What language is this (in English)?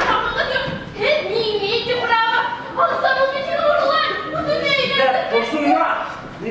Bashkir